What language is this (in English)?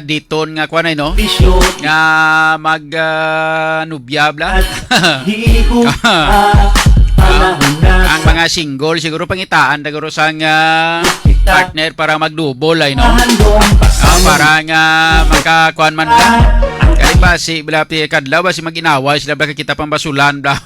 Hiligaynon